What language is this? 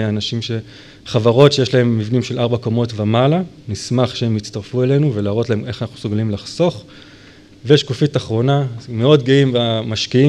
Hebrew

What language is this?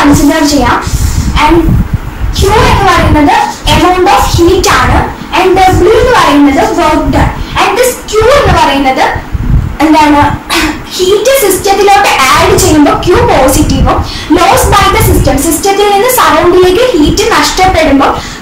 Malayalam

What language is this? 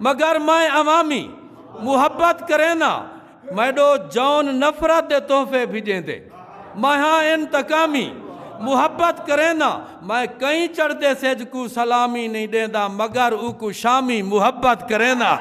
Saraiki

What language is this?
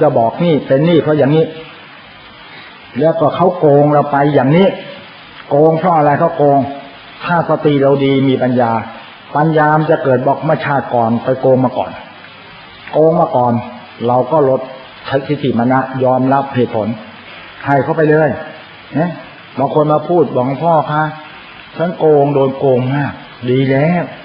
Thai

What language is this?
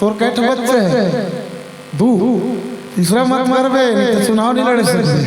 Chhattisgarhi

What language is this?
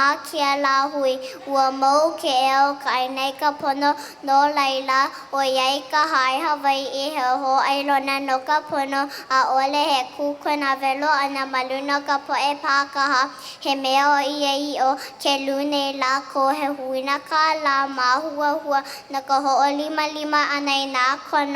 Hawaiian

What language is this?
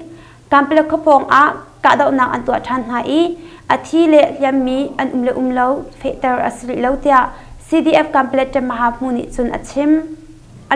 Hakha Chin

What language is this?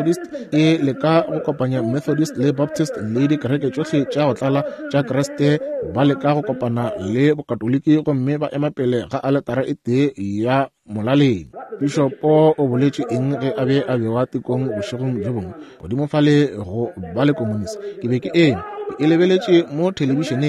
Northern Sotho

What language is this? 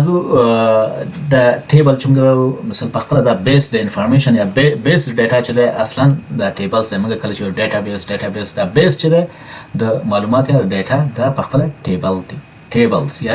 Pashto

